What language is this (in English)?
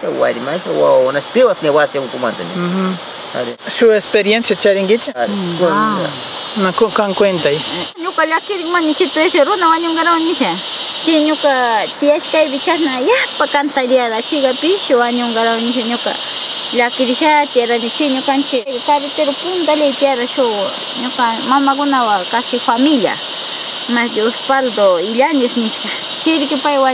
Northern Pastaza Quichua